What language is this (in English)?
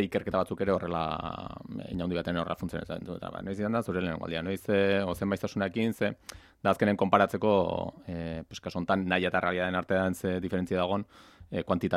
Basque